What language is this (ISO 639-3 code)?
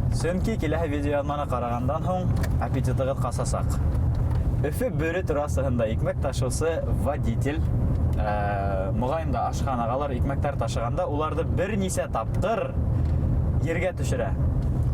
bak